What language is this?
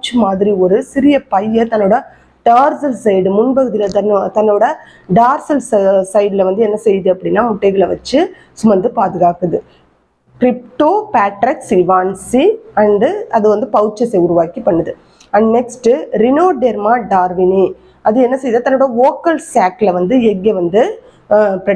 Tamil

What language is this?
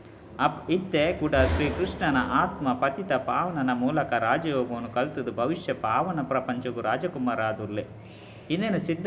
Tulu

